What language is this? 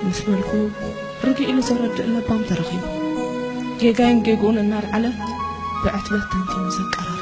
Tigrinya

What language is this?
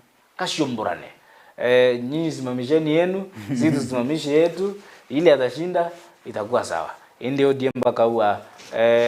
Meru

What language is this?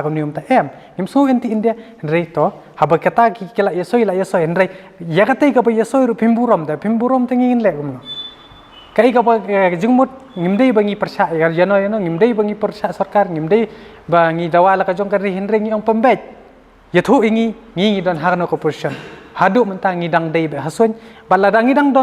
Khasi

